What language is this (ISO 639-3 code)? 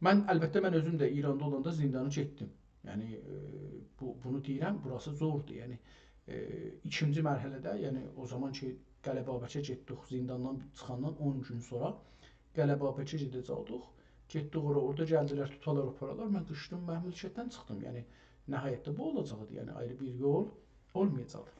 azb